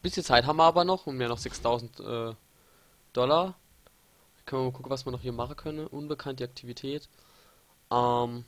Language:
Palatine German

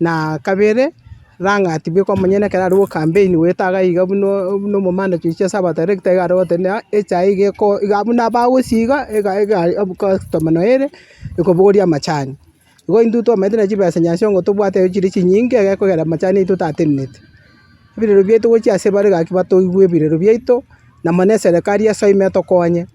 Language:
Gusii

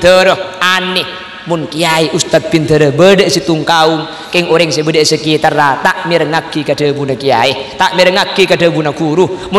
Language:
Madurese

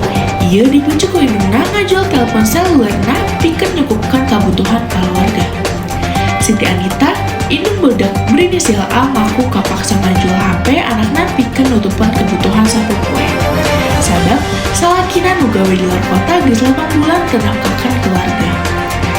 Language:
Sundanese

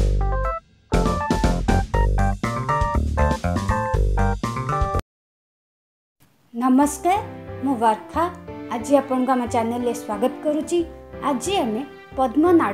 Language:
Odia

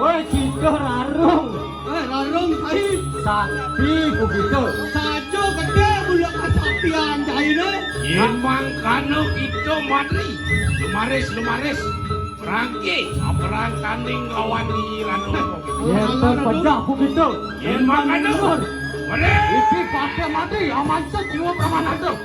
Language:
Balinese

